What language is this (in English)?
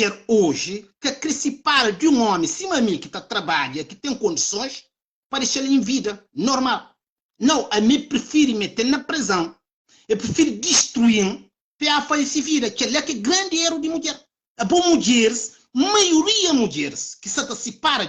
Kabuverdianu